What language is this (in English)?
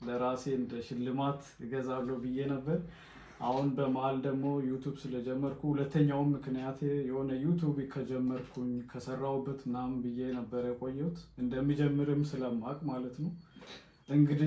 Amharic